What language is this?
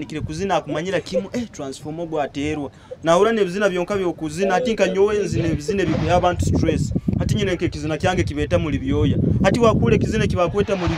Nyoro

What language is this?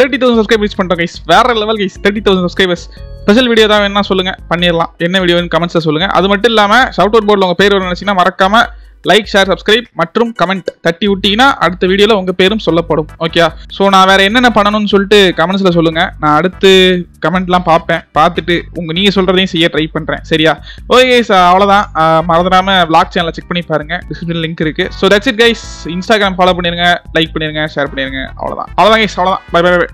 Tamil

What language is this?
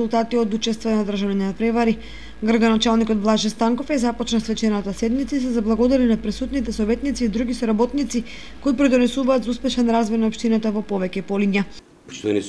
Macedonian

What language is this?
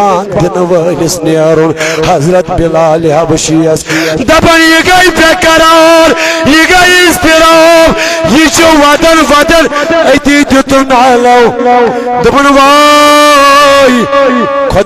Kashmiri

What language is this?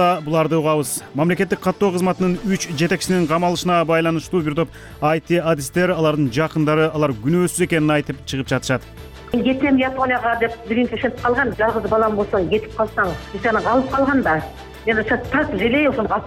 Kyrgyz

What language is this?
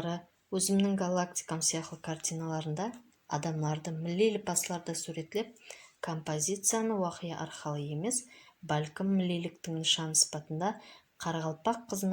Kara-Kalpak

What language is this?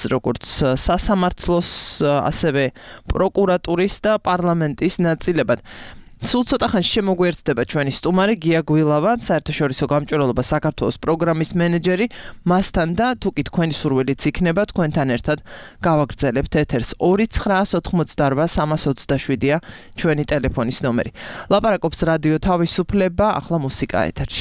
Georgian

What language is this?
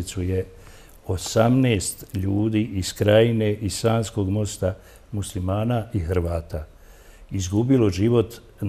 Bosnian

